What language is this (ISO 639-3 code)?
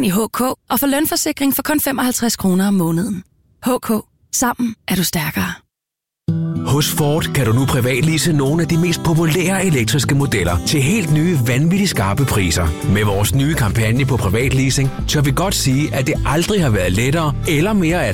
dan